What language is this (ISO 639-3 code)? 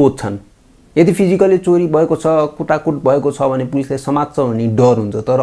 nep